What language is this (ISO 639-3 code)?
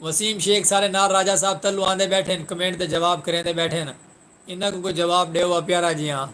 skr